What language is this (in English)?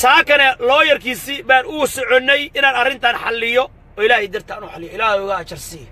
Somali